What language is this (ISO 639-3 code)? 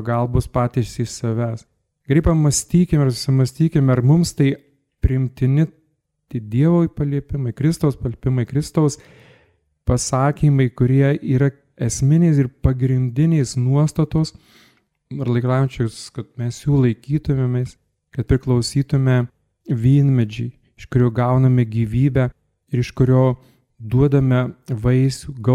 lit